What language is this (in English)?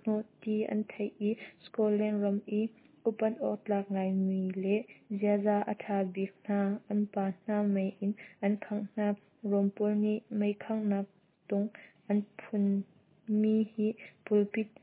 Hakha Chin